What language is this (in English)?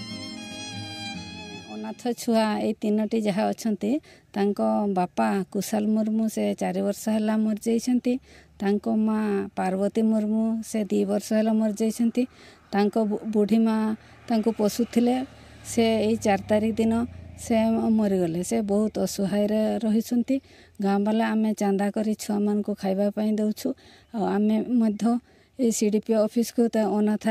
Odia